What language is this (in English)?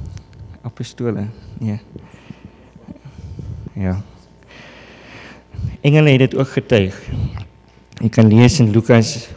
Afrikaans